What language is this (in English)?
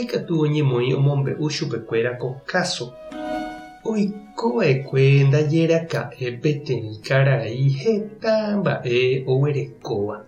Guarani